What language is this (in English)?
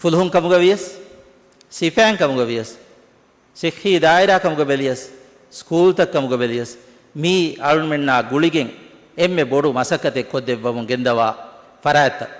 Divehi